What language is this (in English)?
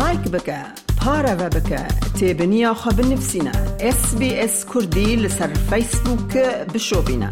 Kurdish